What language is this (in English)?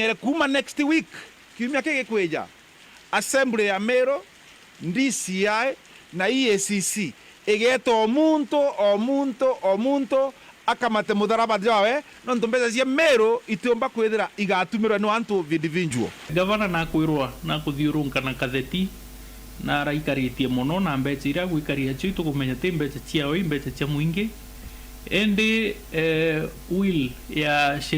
Meru